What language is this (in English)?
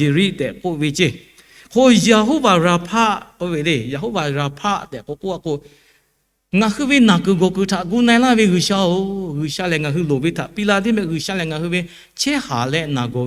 Lahu